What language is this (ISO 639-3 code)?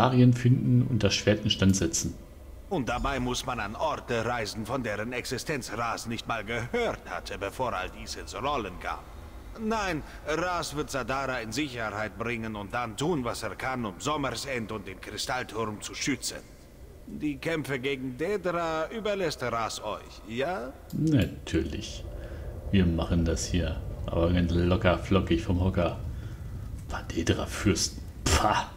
deu